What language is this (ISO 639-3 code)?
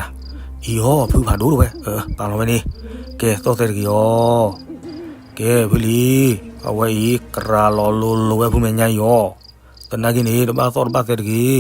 ksw